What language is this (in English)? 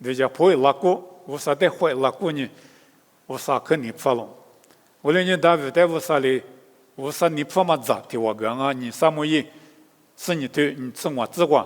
Lisu